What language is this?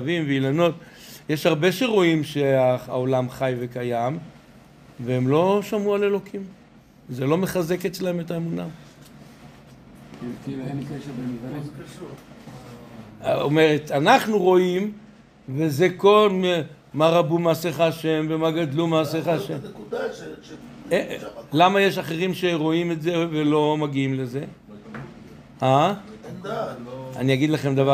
Hebrew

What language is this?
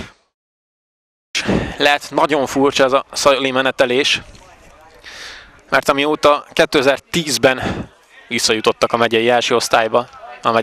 Hungarian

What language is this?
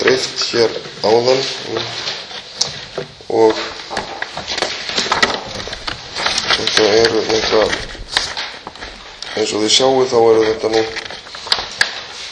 Icelandic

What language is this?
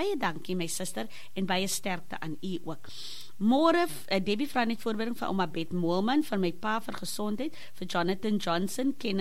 Afrikaans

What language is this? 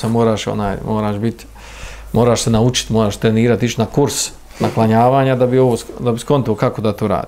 Bosnian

